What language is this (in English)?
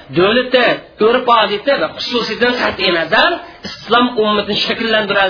Uyghur